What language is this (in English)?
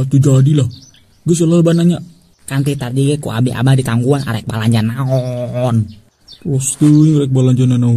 Sundanese